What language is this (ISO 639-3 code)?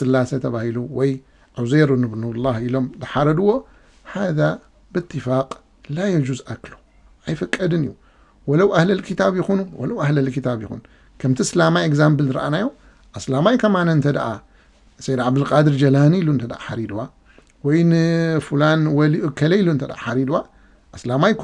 tir